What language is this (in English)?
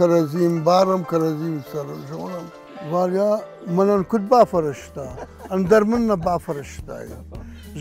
Ossetic